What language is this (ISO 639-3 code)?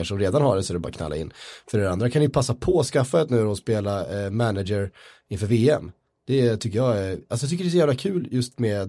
swe